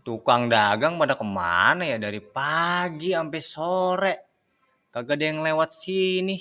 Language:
Betawi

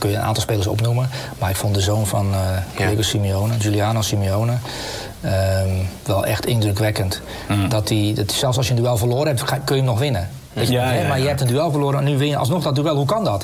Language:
Dutch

